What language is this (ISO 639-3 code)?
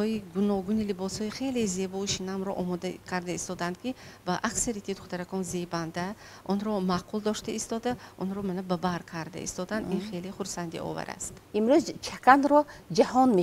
tgk